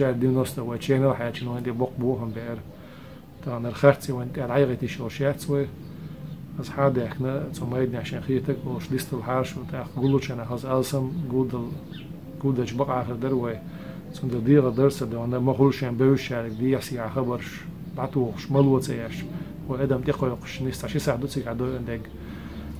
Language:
Chechen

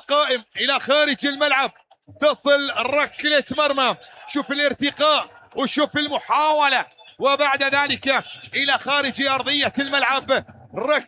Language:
Mesopotamian Arabic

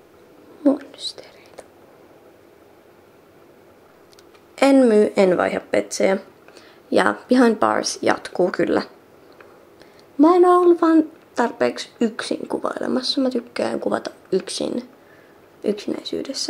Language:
Finnish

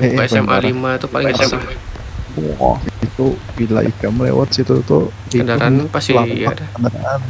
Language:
Banjar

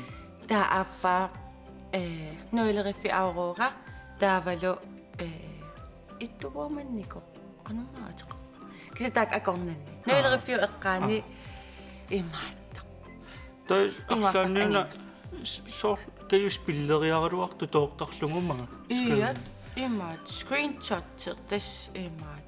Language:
Kalaallisut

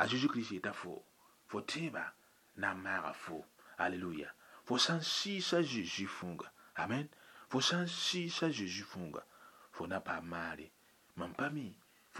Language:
Mossi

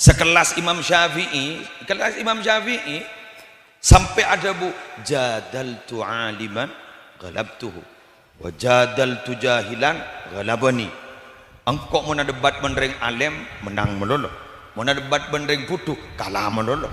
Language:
Madurese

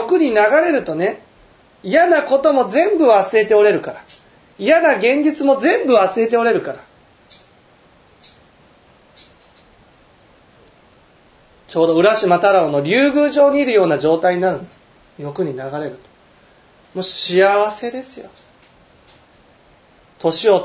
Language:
Japanese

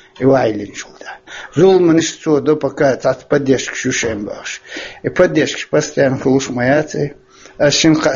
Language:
Chechen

